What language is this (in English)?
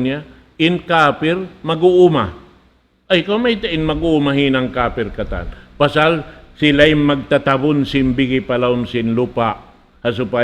Tausug